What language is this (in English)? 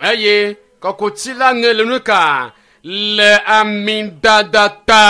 Ewe